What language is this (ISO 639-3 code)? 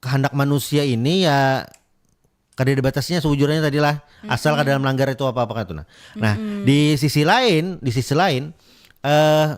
bjn